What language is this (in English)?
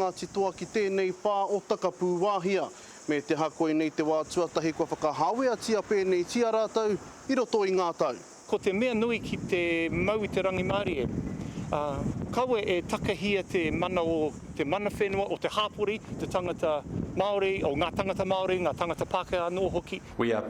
Māori